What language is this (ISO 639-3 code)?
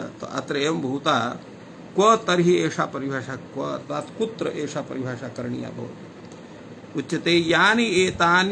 san